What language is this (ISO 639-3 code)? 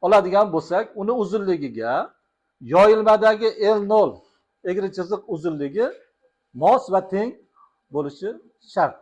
uzb